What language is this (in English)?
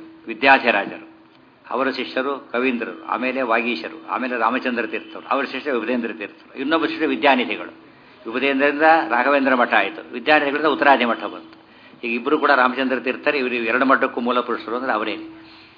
Kannada